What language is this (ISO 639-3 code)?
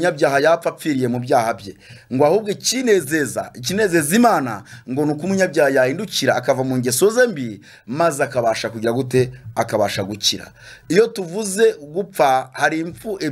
kin